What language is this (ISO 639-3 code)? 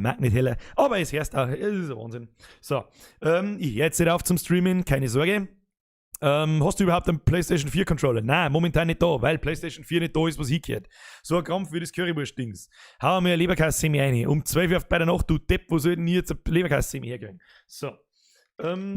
bar